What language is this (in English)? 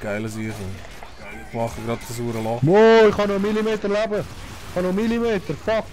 Swiss German